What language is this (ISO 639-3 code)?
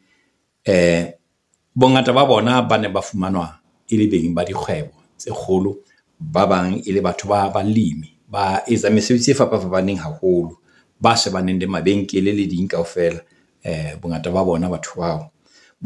sot